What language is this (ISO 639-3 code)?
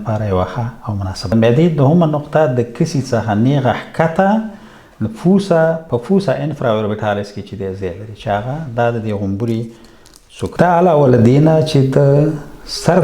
pus